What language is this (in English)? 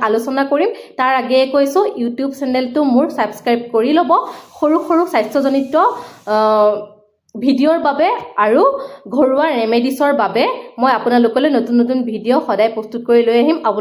Assamese